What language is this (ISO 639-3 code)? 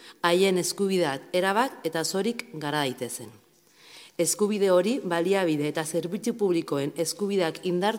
eus